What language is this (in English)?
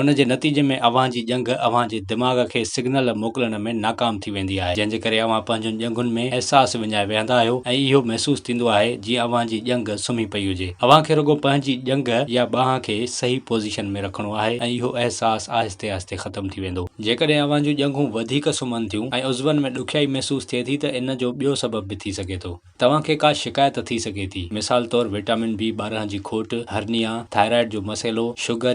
Sindhi